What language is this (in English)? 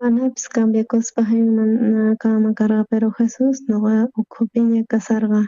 South Bolivian Quechua